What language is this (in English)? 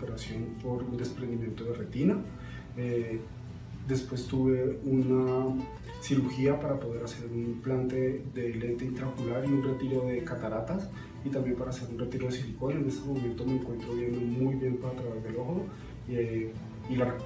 Spanish